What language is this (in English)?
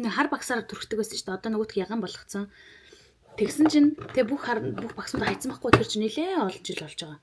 Mongolian